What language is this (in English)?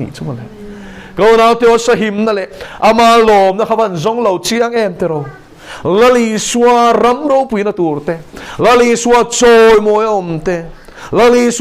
Mizo